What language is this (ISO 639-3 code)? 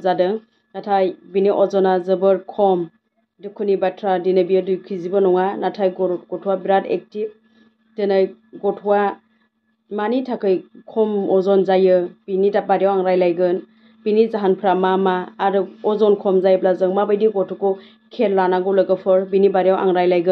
brx